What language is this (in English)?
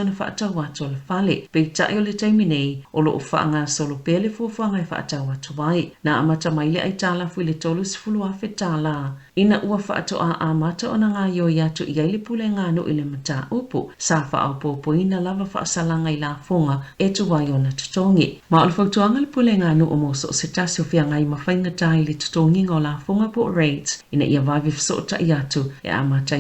Samoan